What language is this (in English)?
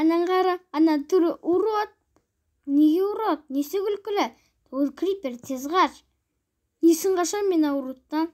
Kazakh